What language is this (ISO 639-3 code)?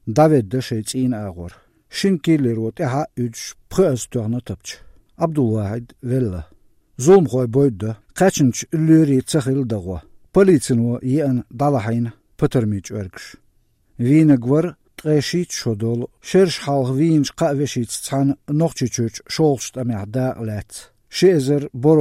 che